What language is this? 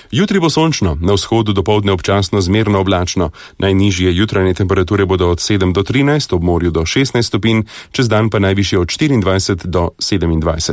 Slovenian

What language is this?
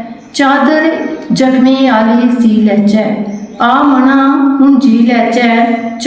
Dogri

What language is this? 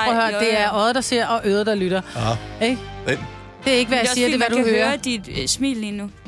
Danish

